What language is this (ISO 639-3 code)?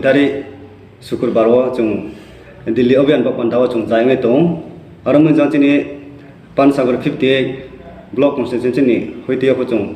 ria